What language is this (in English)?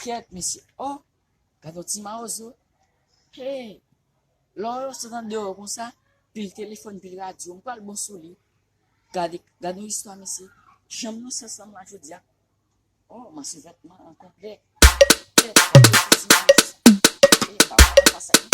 Haitian Creole